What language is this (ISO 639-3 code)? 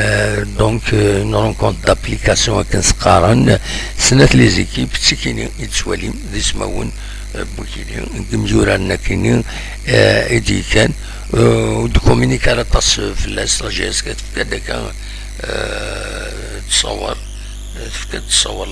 kab